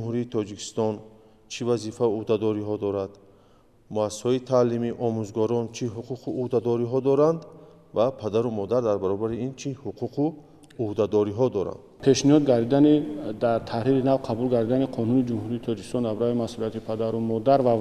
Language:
Tajik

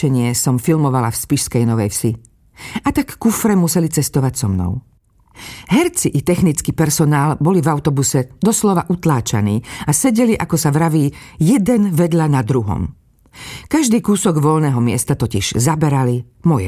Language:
Slovak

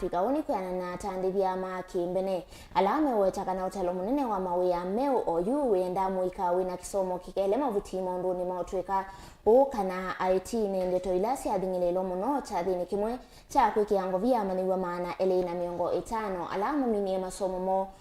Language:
Kamba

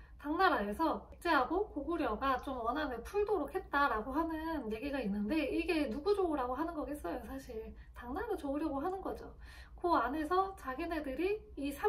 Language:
Korean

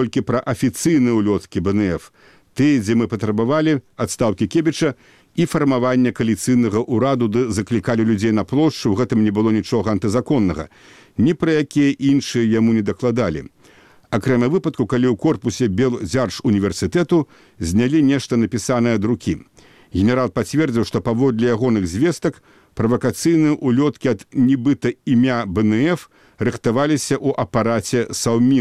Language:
Belarusian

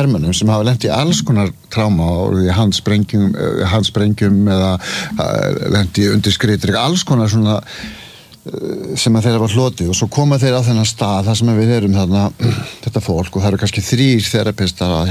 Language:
Icelandic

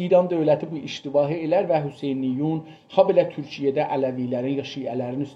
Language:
South Azerbaijani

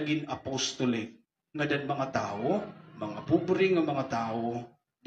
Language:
Waray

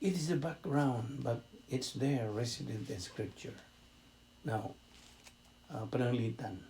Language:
Cebuano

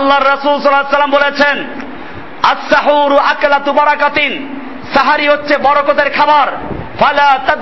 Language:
Bangla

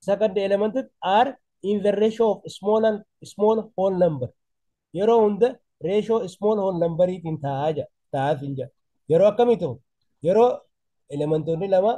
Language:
Oromo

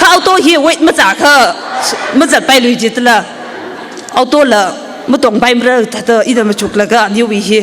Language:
Tangkhul Naga (India)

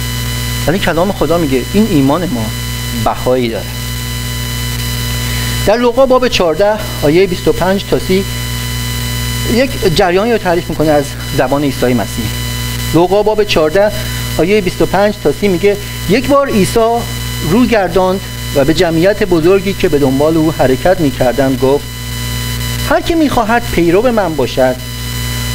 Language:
Persian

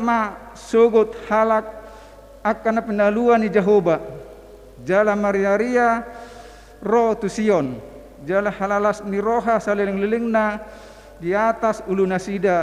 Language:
Batak Toba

